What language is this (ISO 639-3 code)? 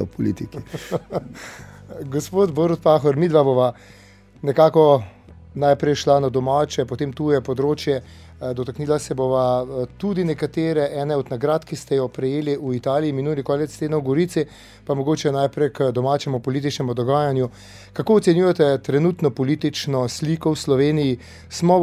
slv